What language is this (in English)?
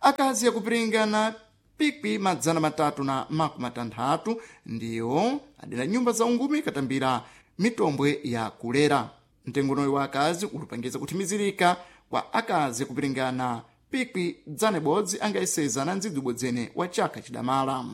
Sena